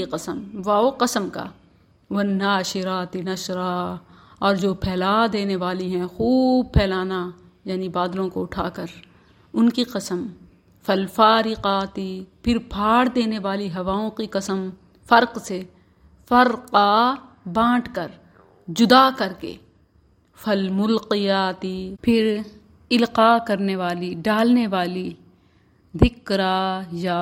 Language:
Urdu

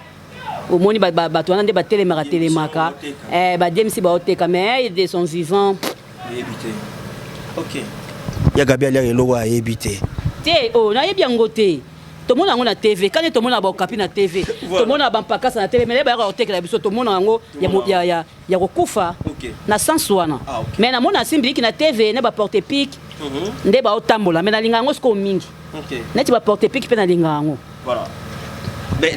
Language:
Lingala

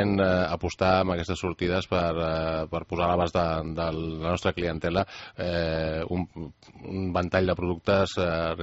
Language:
Catalan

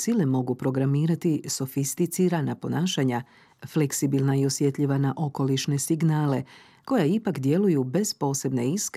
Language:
Croatian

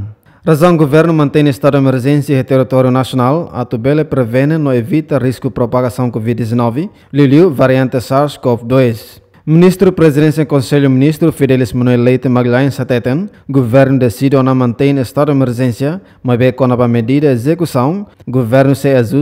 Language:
Tetum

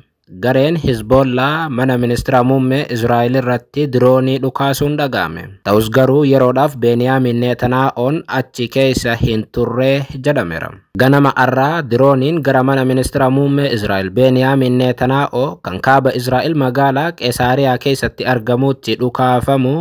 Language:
Oromo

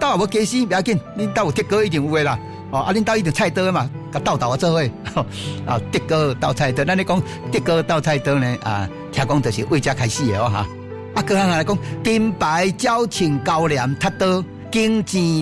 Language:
Min Nan Chinese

